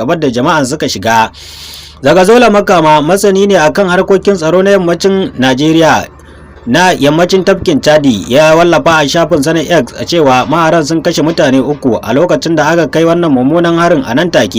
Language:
Hausa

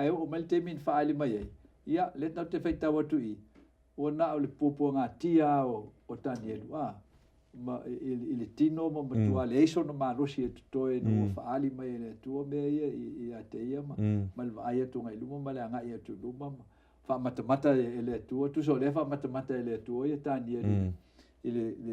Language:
Samoan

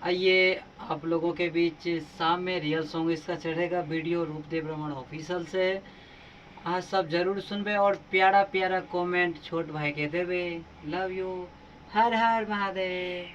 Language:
Maithili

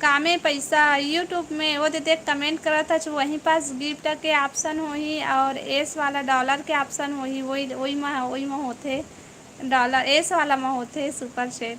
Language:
Chhattisgarhi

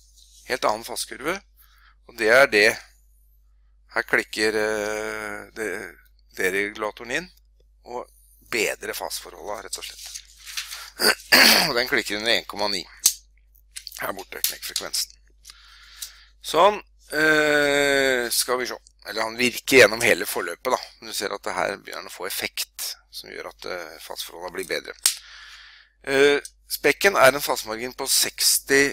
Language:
Norwegian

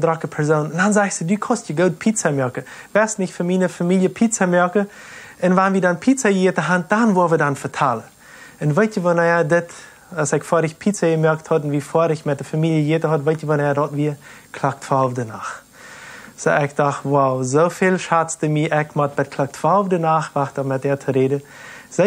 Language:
Plautdietsch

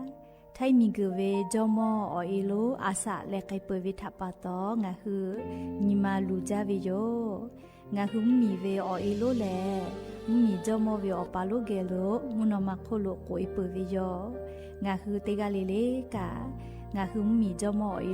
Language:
Lahu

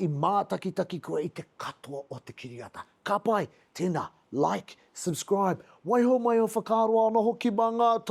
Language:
Māori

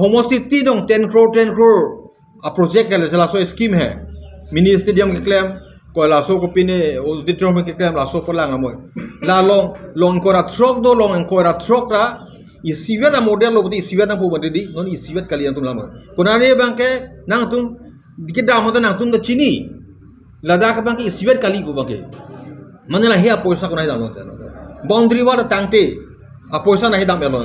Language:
Karbi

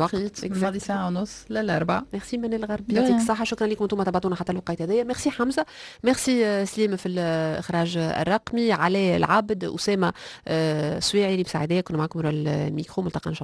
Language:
Tunisian Arabic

